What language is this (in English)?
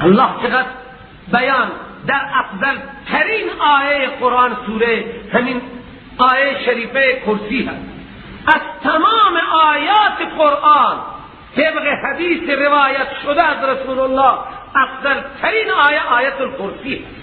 Persian